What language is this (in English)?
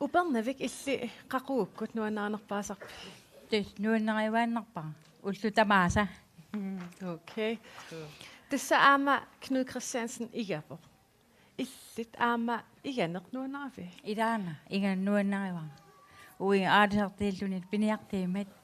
Kalaallisut